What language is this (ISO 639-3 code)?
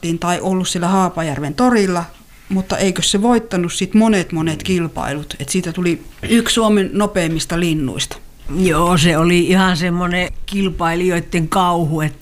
fin